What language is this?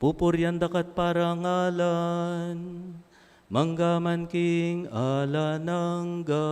Pampanga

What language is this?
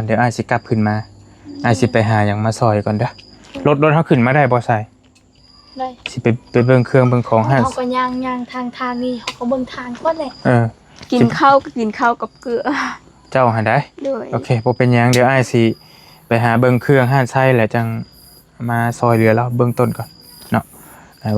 Northeastern Thai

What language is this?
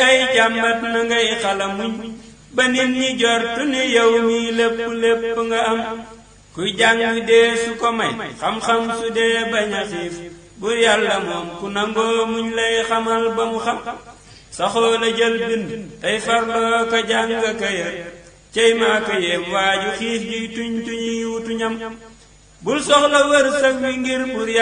Wolof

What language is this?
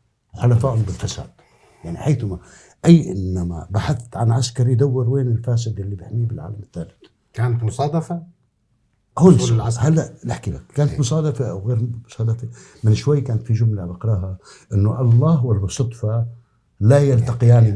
North Levantine Arabic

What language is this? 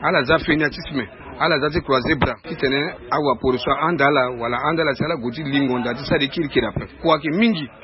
Sango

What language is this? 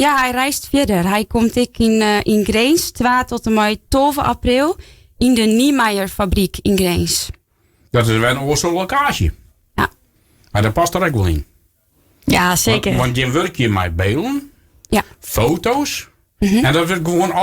Western Frisian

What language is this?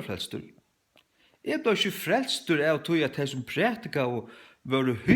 Faroese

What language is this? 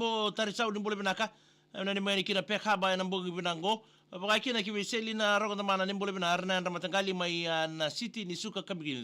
Fijian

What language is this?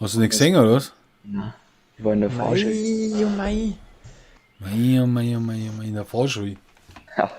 Bavarian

